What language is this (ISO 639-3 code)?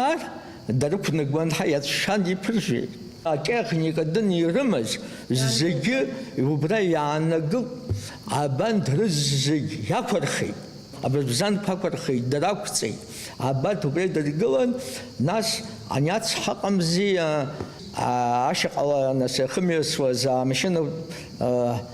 abk